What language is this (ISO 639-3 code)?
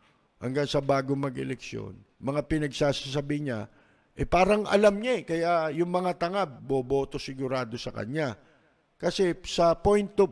fil